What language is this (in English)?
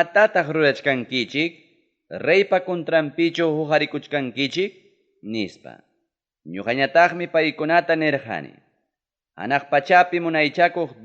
Ayacucho Quechua